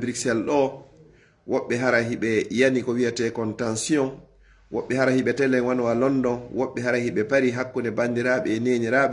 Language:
Pular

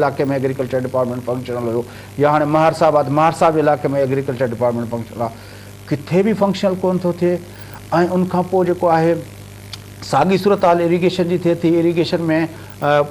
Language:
Sindhi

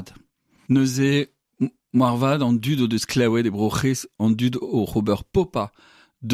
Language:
Breton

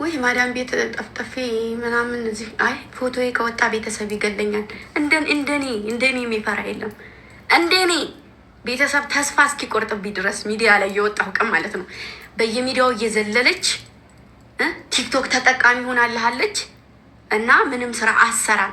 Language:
Amharic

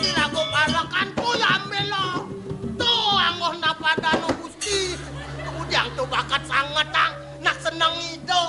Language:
Balinese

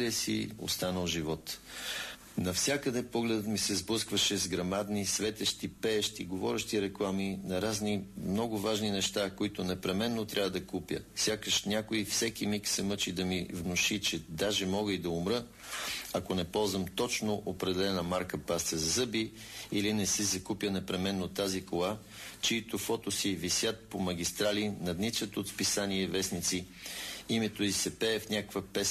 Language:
Bulgarian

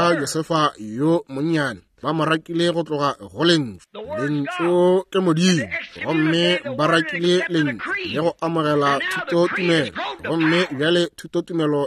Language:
Northern Sotho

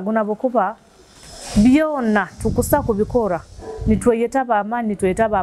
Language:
Nyoro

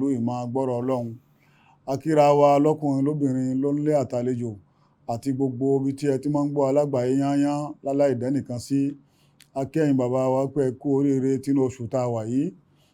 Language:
Yoruba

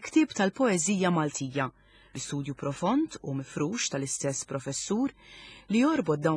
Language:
Maltese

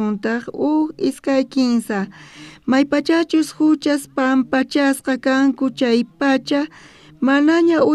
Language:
South Bolivian Quechua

